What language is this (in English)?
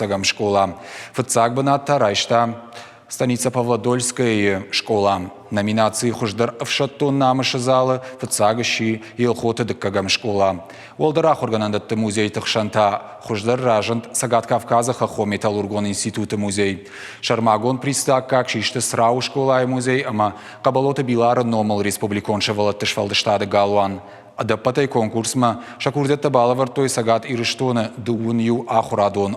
Ossetic